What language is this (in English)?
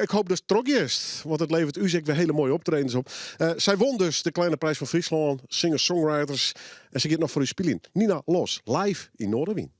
Western Frisian